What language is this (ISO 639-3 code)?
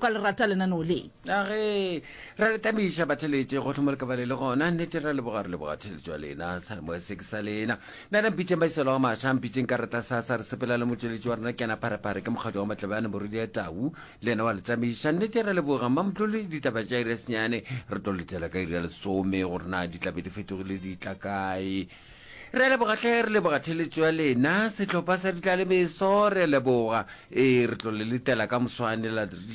nso